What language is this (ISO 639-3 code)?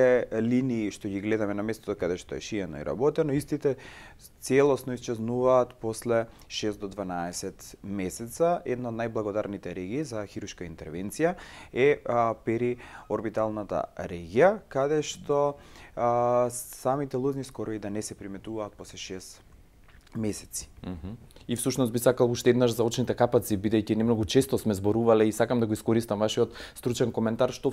mkd